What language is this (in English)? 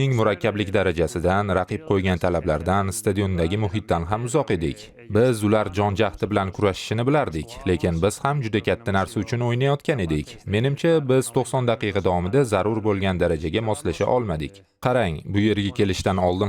Uzbek